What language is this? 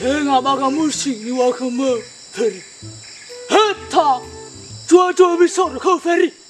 Nias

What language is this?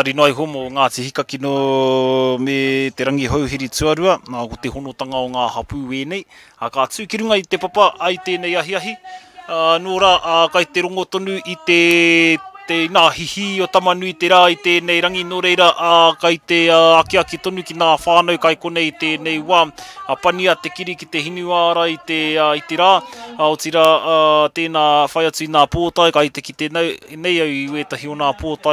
Māori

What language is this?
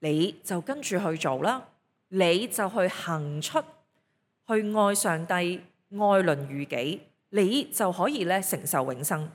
Cantonese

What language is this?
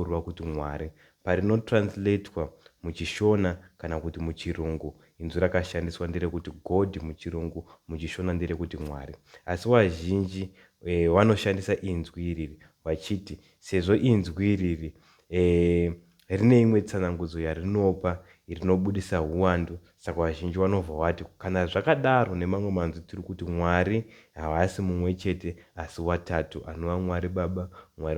Shona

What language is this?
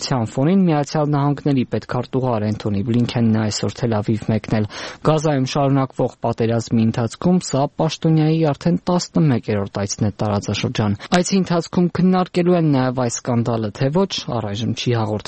Armenian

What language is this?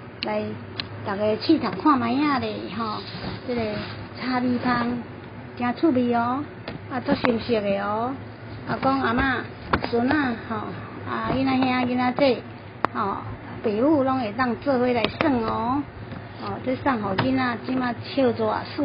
Min Nan Chinese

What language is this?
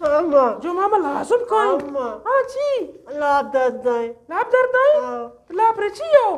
Eastern Balochi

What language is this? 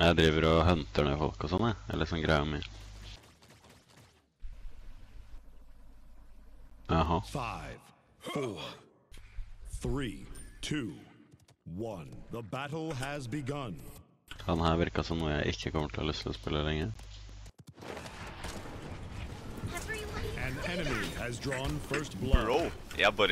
Norwegian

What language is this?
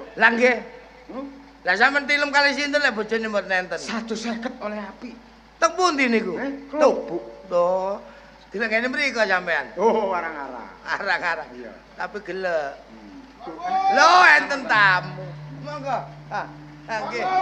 Javanese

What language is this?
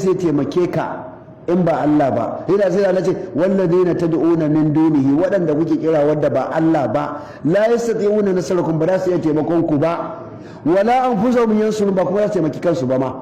Hausa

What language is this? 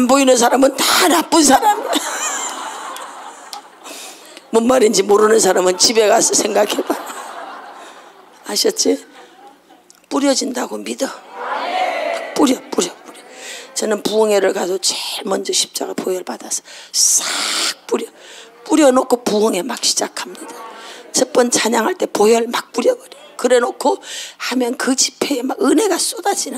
Korean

